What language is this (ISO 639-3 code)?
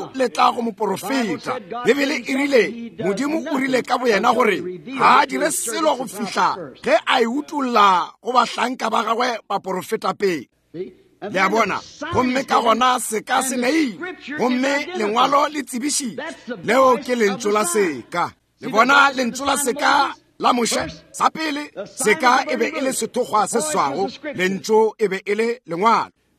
nso